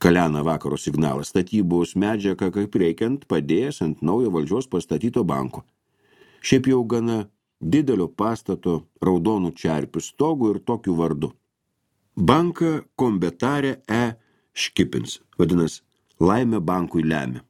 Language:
Lithuanian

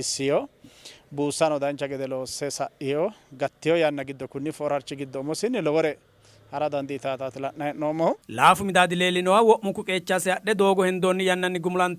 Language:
Sidamo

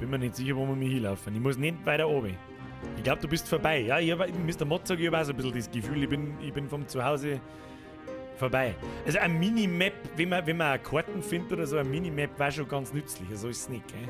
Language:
Bavarian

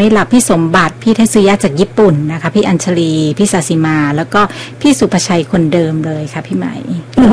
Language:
Thai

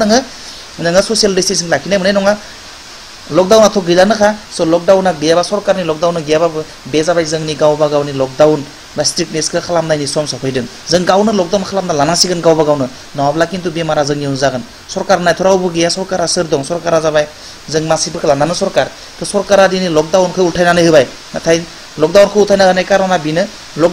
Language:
Bodo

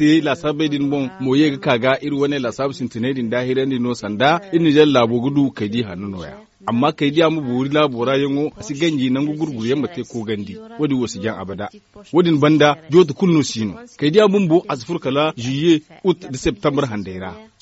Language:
Zarma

